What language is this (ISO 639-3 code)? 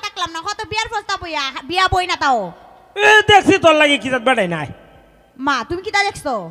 syl